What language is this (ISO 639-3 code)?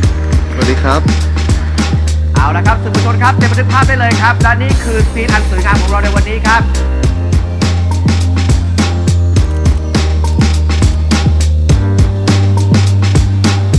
tha